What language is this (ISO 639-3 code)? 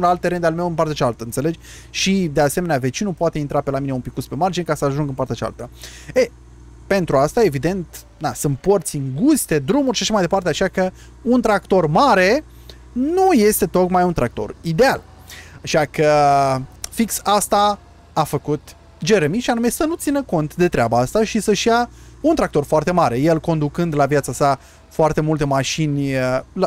ron